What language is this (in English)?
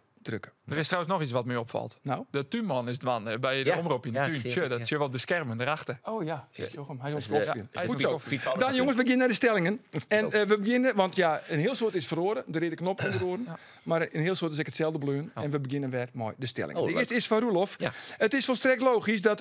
Western Frisian